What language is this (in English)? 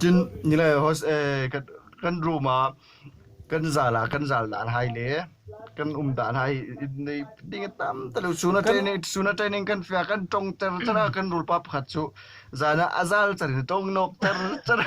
Hmar